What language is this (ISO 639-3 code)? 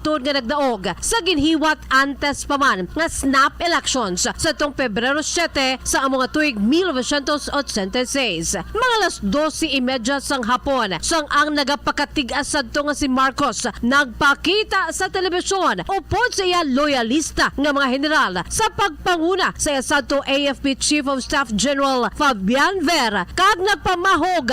hil